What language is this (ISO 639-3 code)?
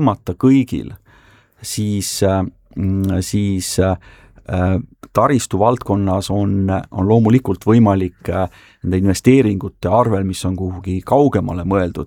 est